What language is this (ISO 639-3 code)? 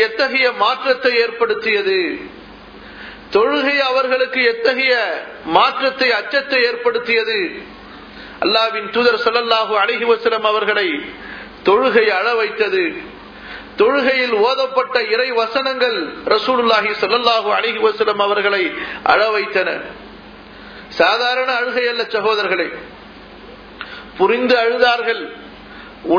tam